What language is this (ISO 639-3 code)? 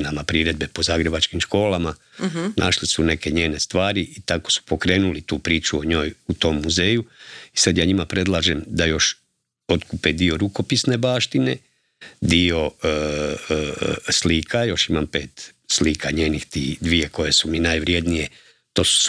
hrv